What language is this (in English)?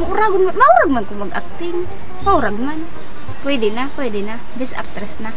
Bikol